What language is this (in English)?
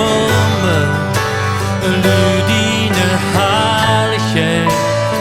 Plautdietsch